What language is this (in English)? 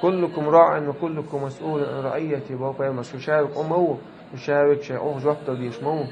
Chechen